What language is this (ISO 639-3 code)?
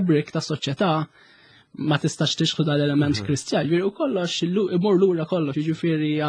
mlt